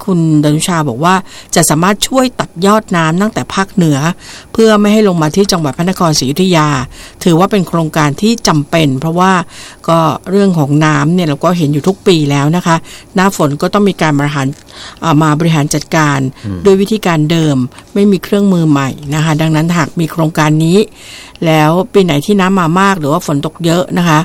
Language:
Thai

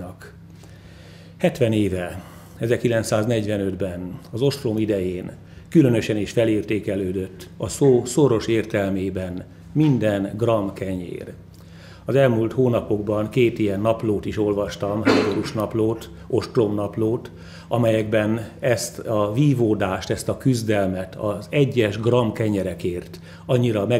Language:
Hungarian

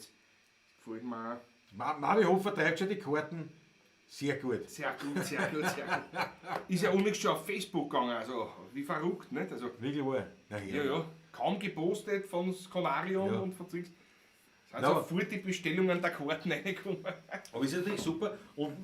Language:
Bavarian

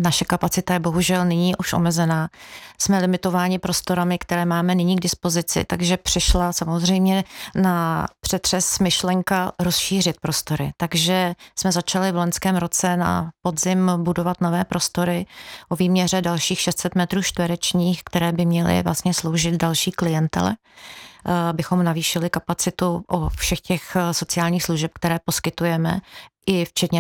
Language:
Czech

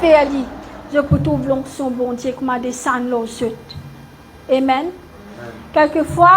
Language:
Morisyen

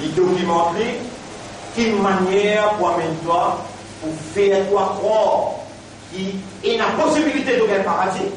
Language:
Morisyen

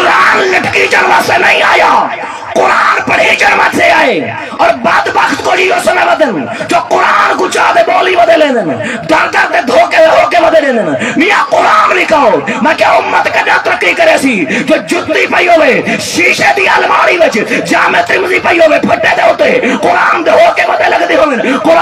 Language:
Saraiki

